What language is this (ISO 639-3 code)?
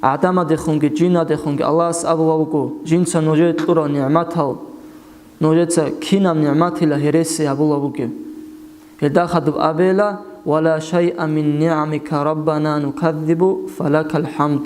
ava